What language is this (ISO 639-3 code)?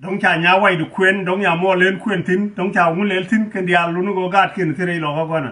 nus